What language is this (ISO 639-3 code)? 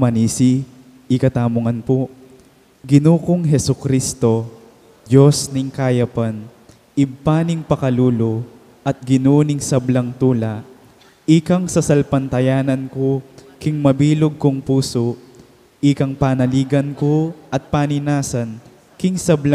pam